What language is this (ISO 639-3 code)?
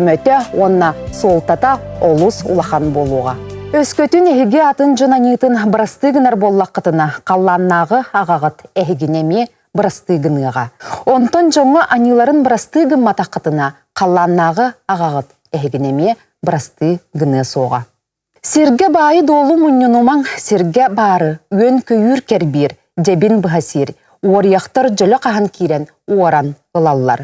sah